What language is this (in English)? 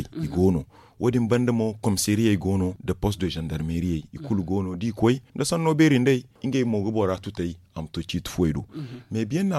Zarma